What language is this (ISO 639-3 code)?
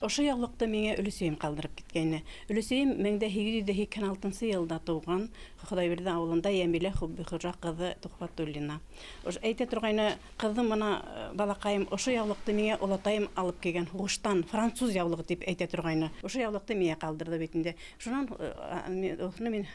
bak